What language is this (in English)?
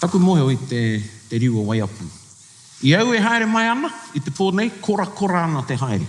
Māori